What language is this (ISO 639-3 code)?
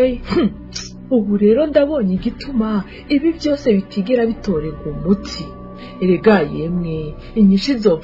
run